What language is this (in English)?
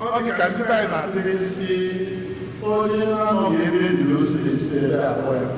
Igbo